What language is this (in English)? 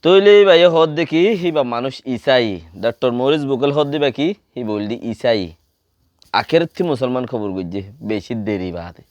Rohingya